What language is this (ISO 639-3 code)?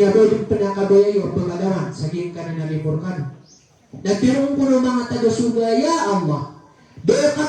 mrw